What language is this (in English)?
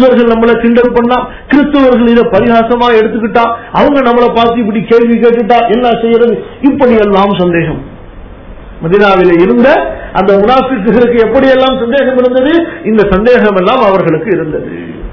Tamil